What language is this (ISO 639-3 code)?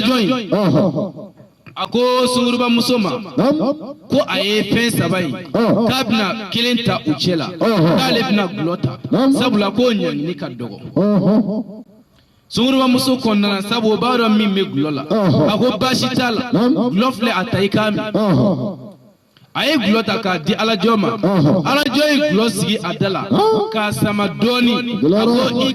bam